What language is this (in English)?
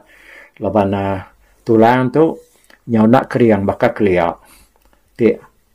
Iban